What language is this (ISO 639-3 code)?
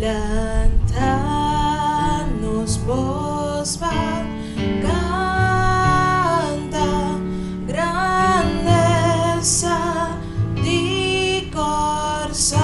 pap